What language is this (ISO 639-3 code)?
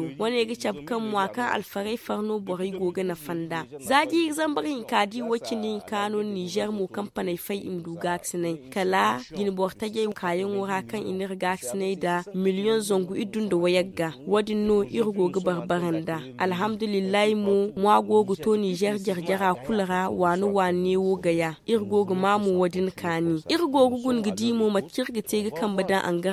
dje